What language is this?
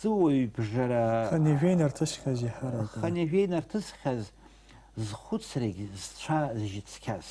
Abkhazian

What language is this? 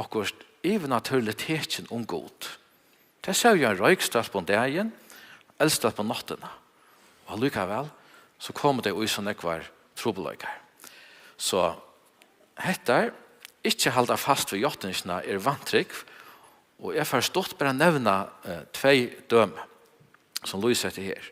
Faroese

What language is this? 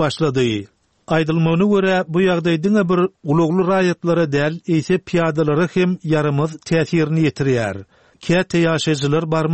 Turkmen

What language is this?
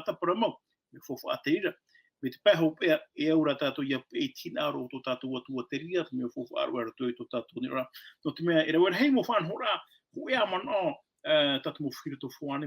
Tahitian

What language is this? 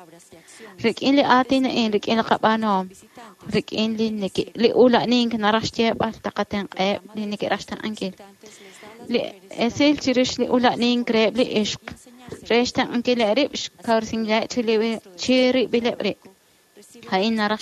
Kekchí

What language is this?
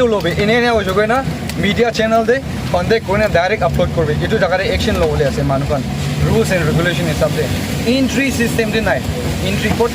Naga Pidgin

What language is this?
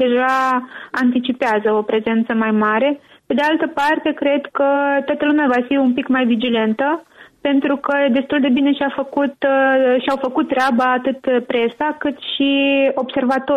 Romanian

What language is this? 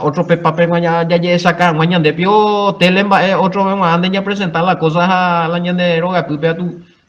Guarani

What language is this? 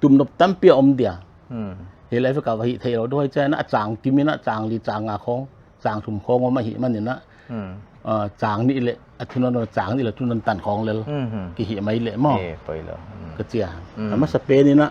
Paite Chin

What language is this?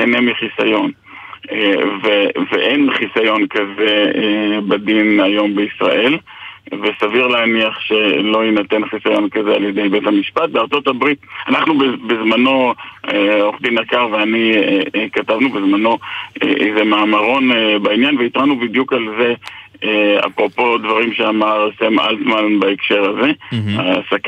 Hebrew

